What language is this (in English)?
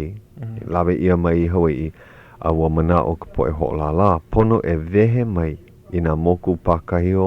Hawaiian